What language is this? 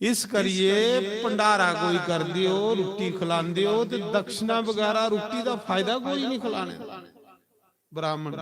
Dogri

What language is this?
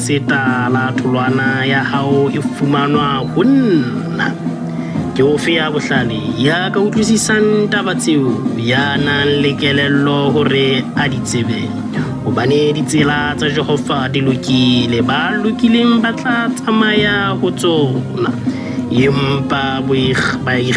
Southern Sotho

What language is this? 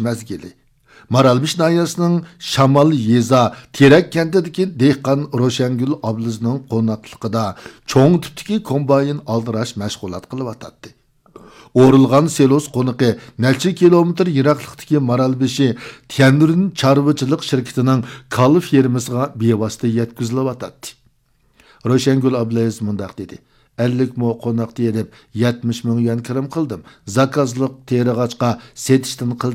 Uyghur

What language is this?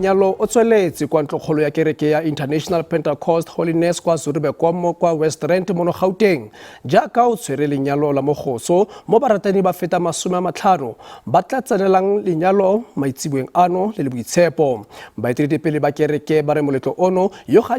Tswana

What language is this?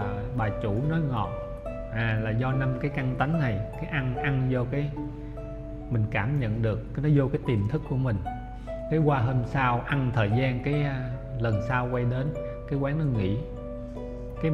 Vietnamese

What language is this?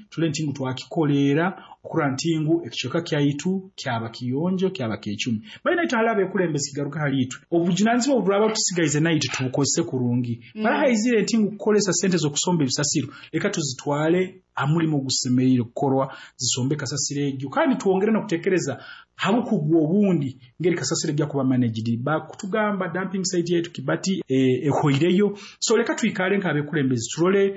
Nyoro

